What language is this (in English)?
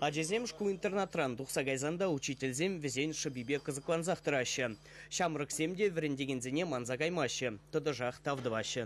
Chuvash